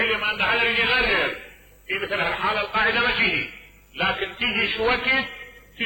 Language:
Mesopotamian Arabic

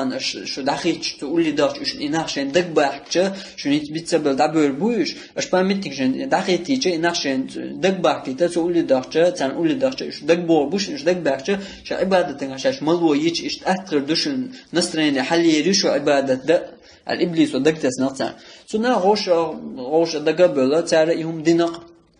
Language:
Chechen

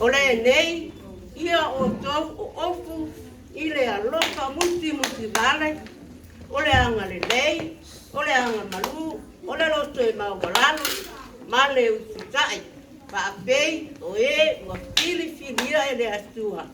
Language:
Samoan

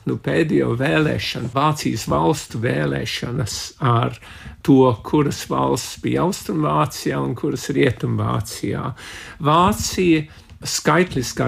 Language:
Latvian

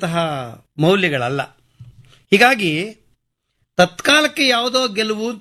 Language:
Kannada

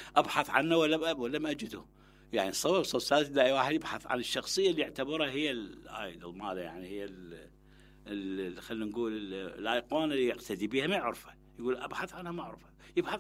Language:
Mesopotamian Arabic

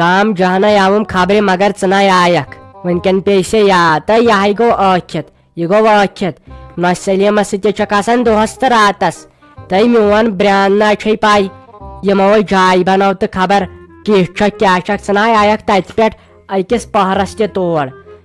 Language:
Kashmiri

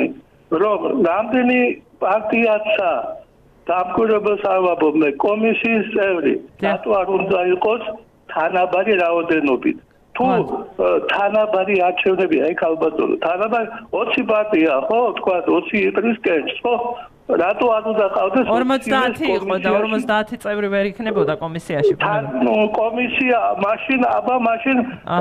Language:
Georgian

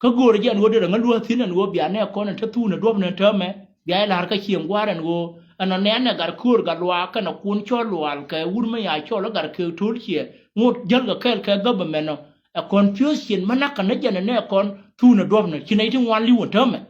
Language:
Nuer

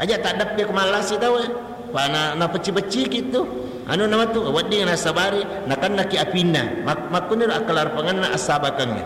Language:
Buginese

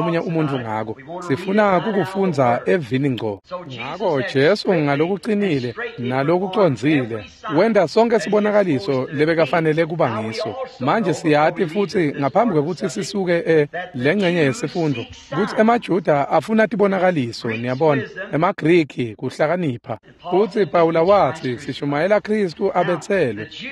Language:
Swati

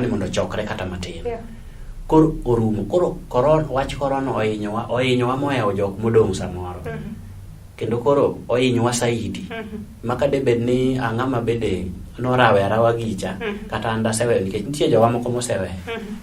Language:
Luo (Kenya and Tanzania)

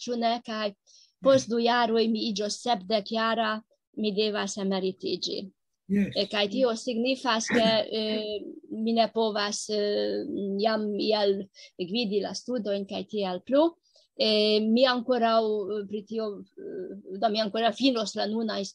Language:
Esperanto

